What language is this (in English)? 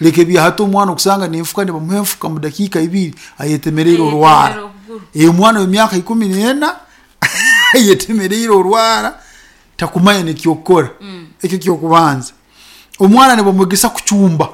Nyankole